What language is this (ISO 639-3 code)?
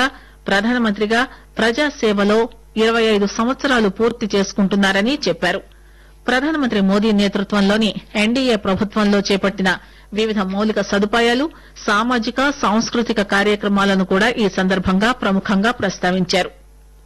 tel